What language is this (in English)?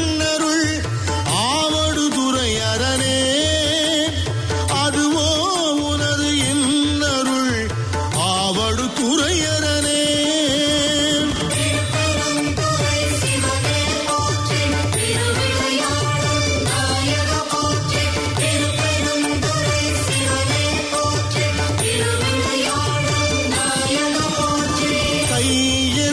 Tamil